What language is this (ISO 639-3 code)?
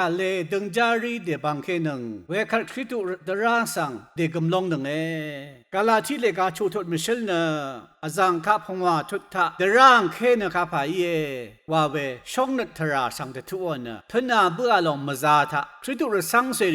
raw